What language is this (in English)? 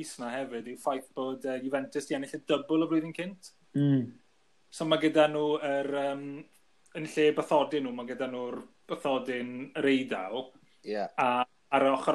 Welsh